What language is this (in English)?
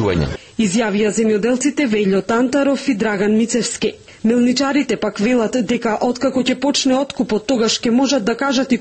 Macedonian